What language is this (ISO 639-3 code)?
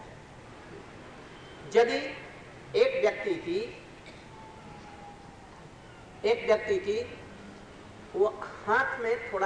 hin